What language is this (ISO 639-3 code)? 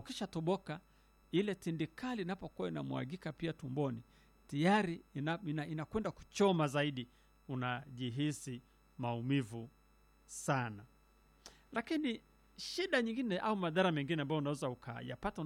swa